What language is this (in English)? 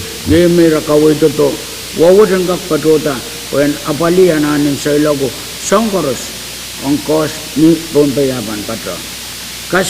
Pohnpeian